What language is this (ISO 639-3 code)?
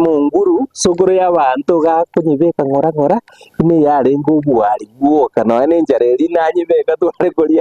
guz